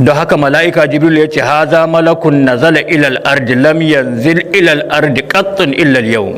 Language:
Hausa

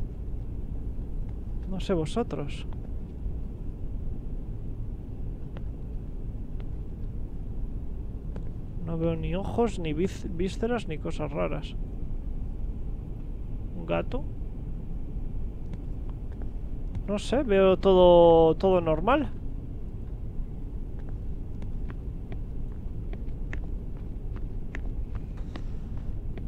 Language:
Spanish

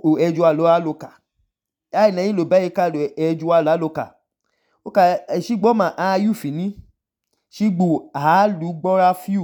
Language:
Idoma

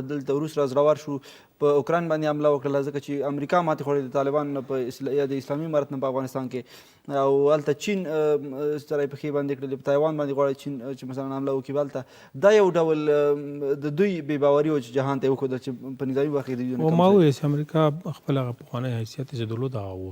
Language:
Pashto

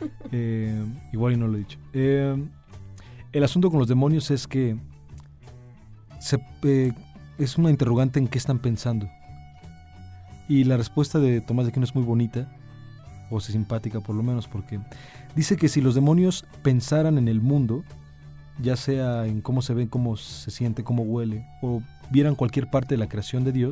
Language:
Spanish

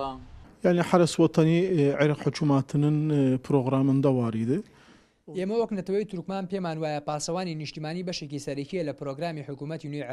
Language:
Central Kurdish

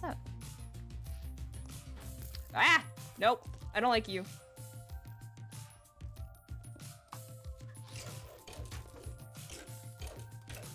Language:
English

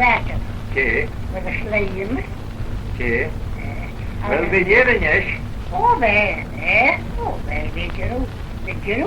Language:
Manx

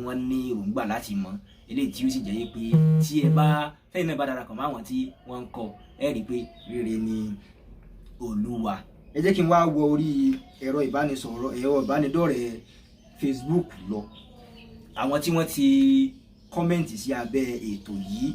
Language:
Yoruba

